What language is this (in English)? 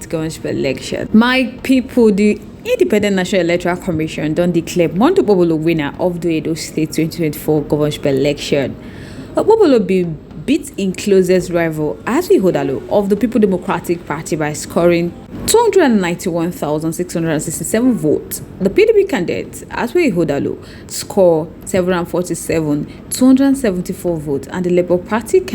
Nigerian Pidgin